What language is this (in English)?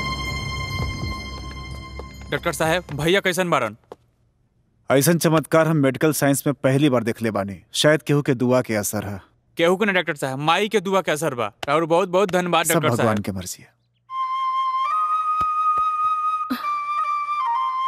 Bhojpuri